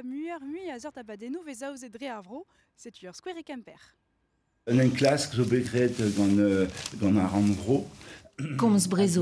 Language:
Breton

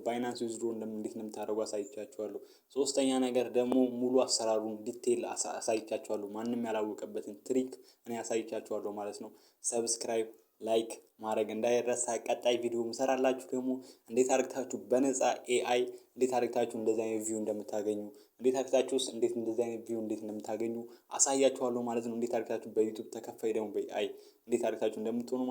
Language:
Amharic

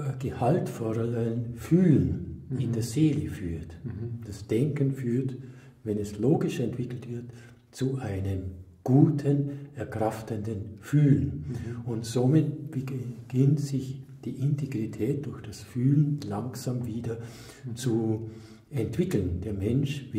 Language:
German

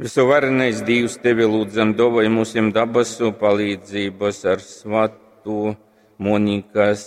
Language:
Latgalian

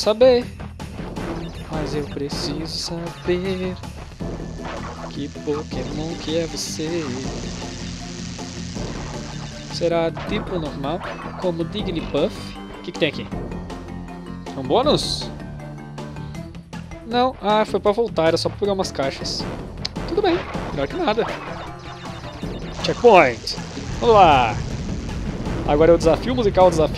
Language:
Portuguese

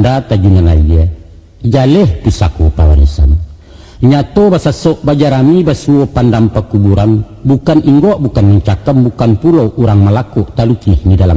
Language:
Minangkabau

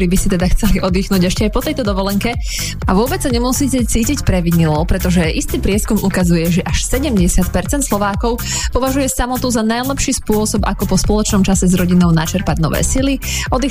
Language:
Slovak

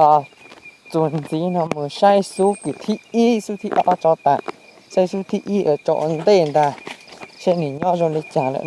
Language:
Hmong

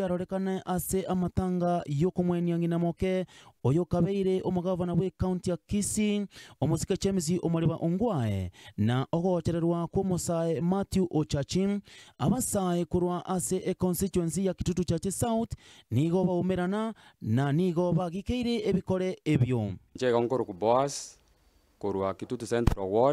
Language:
Gusii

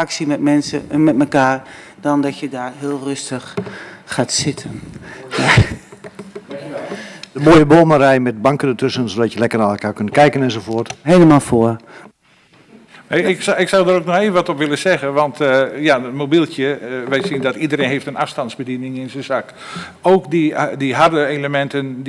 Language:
Dutch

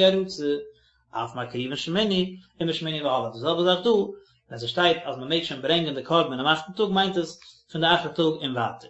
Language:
Yiddish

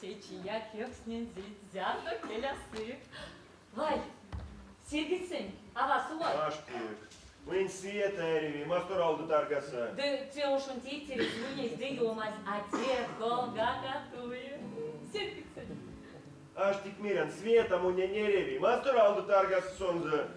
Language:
Erzya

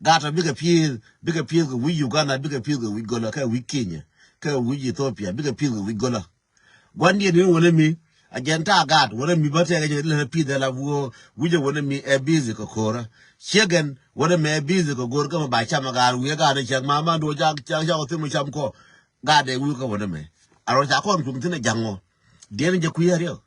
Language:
Nuer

